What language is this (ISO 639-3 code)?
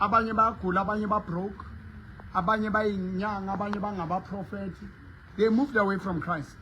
sot